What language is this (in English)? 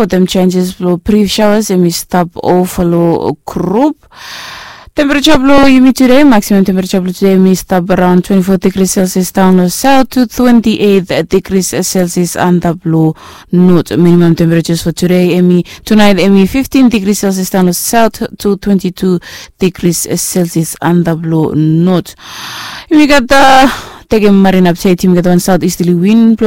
Bislama